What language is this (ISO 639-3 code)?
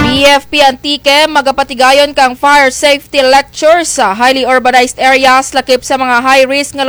krj